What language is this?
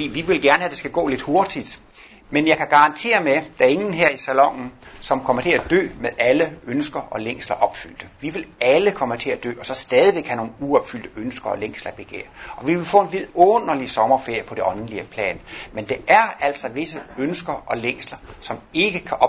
Danish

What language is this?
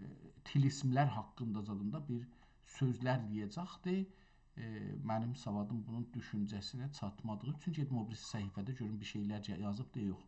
South Azerbaijani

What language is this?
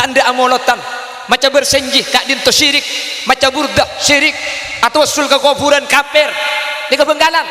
Madurese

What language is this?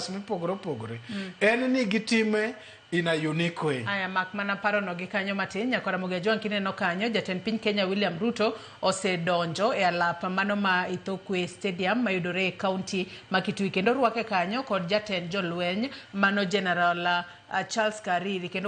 Luo (Kenya and Tanzania)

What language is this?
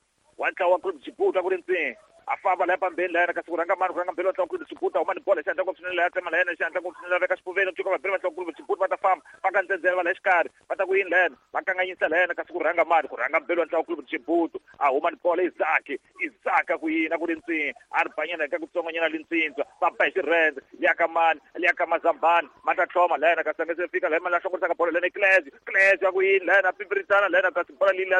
Tsonga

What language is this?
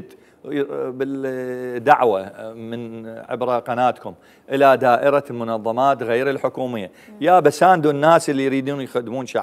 Mesopotamian Arabic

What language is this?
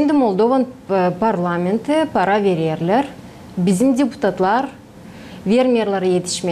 Gagauz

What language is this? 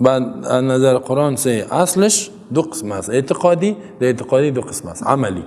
Persian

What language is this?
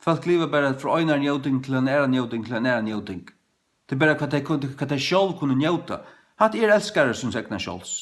Faroese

